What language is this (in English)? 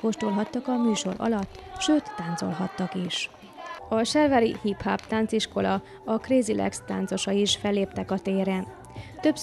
Hungarian